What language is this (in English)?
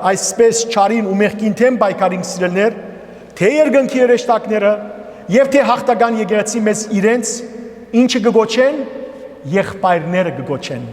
Western Armenian